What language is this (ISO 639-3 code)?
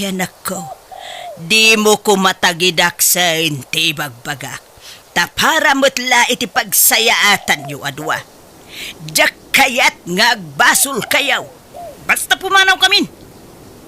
ilo